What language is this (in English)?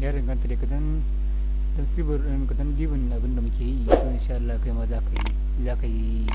Hausa